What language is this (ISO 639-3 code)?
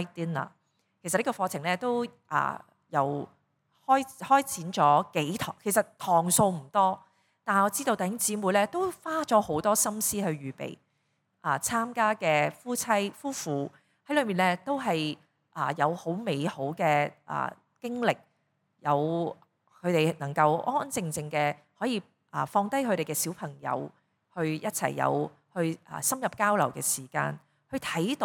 yue